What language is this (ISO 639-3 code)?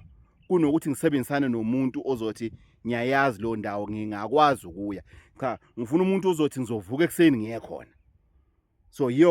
zul